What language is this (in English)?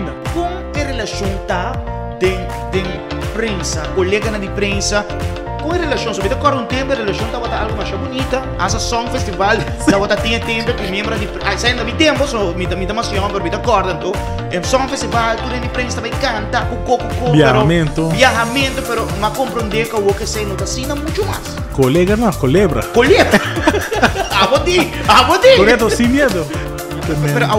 Papiamento